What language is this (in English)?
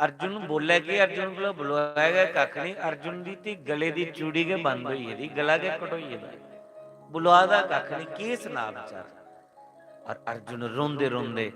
Dogri